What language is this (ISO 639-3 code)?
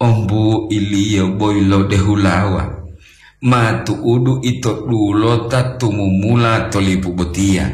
gor